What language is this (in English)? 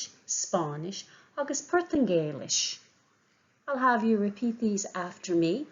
Irish